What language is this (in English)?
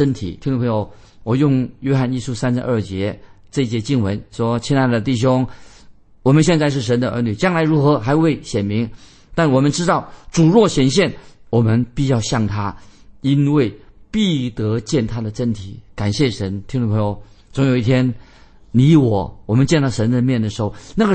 Chinese